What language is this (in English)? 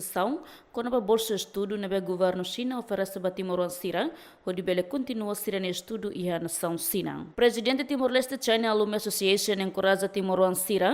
Tetum